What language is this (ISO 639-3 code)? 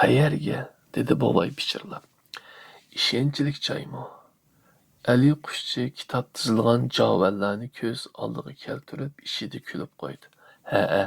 uig